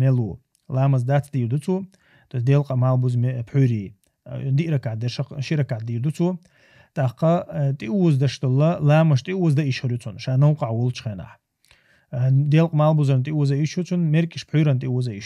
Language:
Chechen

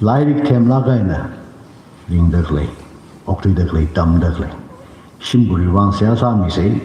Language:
Tangkhul Naga (India)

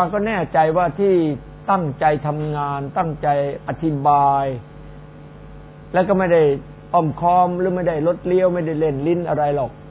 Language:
Thai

